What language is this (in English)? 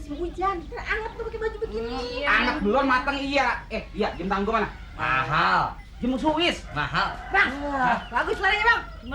Betawi